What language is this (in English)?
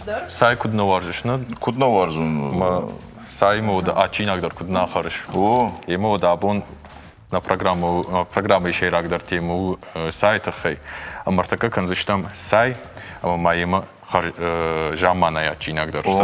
Ossetic